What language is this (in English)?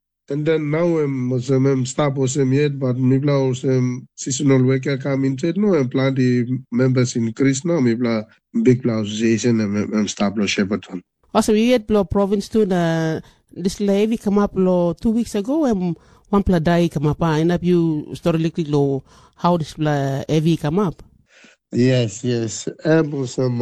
Tok Pisin